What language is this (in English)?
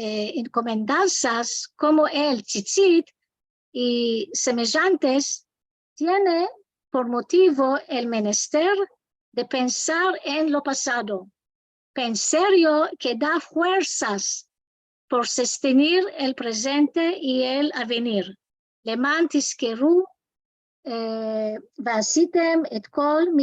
Ladino